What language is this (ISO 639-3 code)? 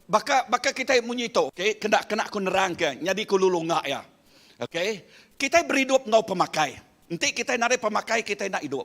iba